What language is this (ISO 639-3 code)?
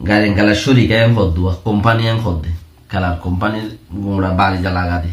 rhg